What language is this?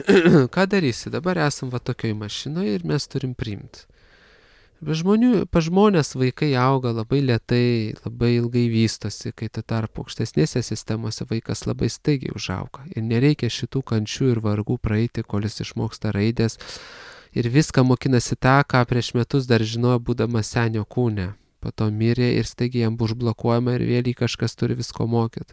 Lithuanian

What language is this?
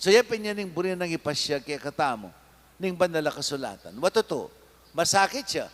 Pampanga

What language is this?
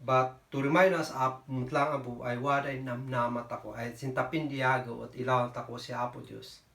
Kankanaey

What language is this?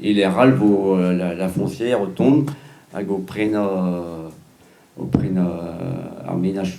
Breton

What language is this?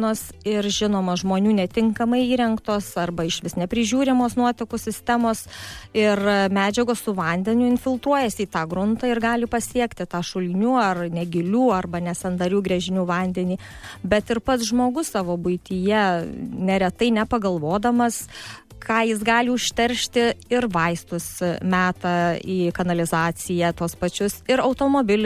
Lithuanian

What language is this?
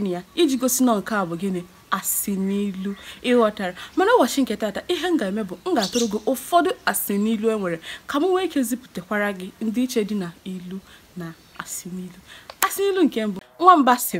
Igbo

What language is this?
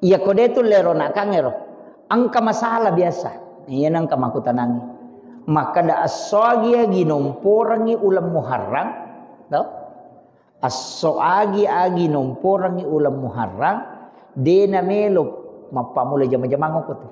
Buginese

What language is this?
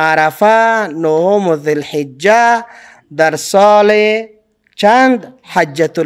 Persian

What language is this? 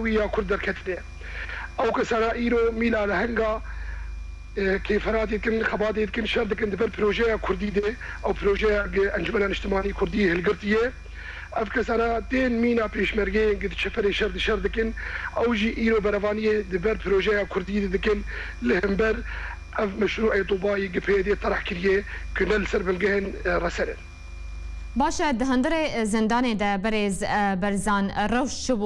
Kurdish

